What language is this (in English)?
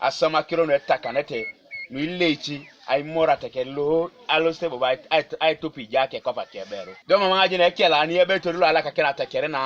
Teso